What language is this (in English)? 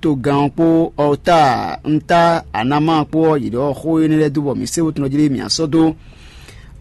Fon